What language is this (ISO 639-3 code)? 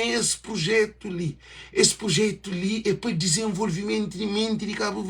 kea